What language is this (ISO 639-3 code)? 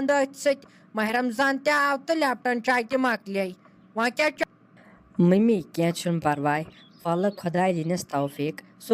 kas